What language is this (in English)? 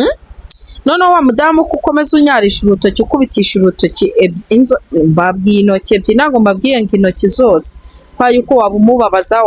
Kinyarwanda